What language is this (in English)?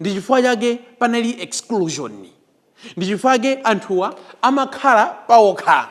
Nyanja